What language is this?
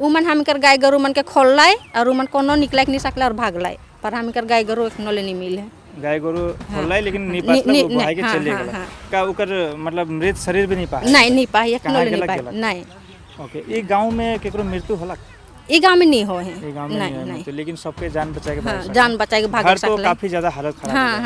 Sadri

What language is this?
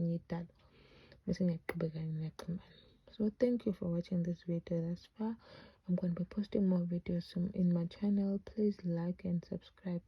Zulu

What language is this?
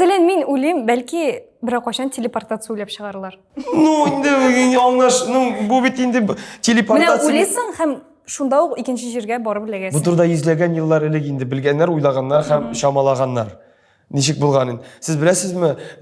Tatar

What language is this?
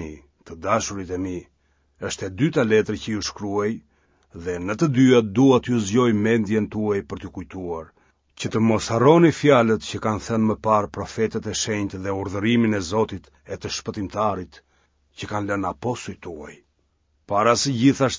Albanian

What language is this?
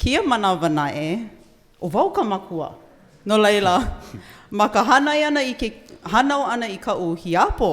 Hawaiian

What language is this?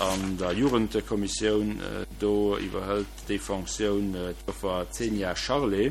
Luxembourgish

